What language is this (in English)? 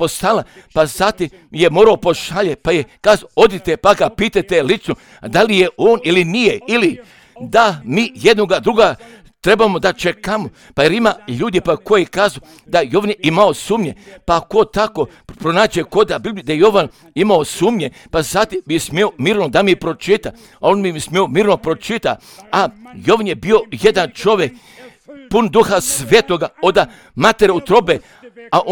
Croatian